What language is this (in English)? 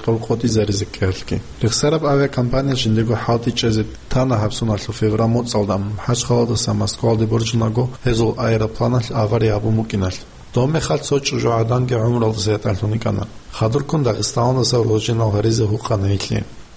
Avaric